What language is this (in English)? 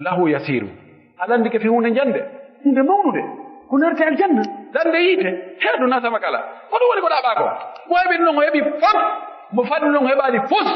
Pular